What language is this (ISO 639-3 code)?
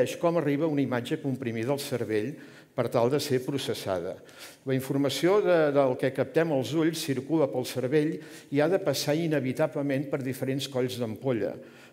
cat